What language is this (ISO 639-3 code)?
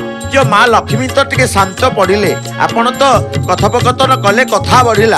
ori